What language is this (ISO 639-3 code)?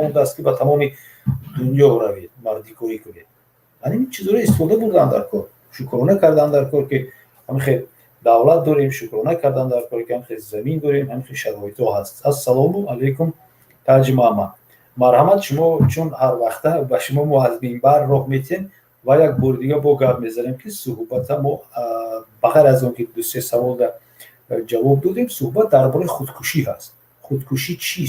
tgk